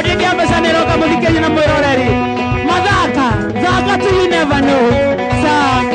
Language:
Kikuyu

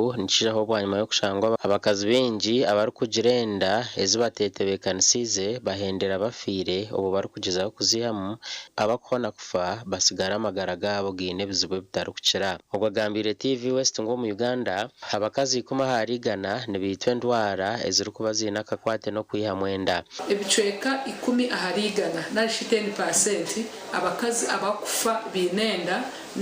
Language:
Nyankole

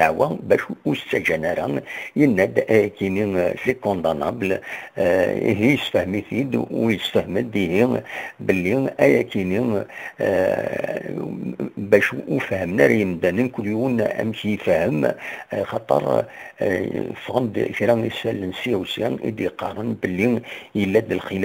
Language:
Kabyle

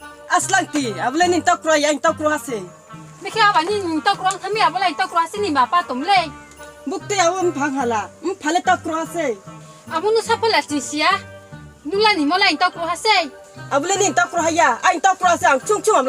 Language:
Riang (India)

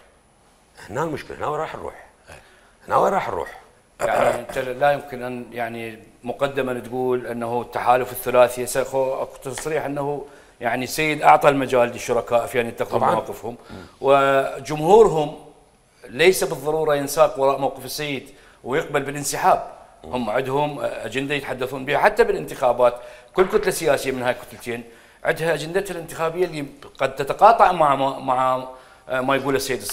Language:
Mesopotamian Arabic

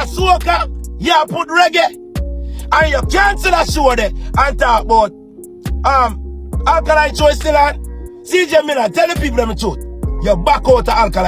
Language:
Jamaican Creole English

